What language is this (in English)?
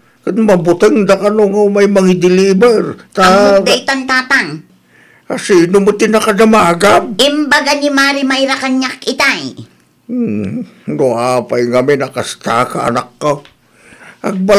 Iloko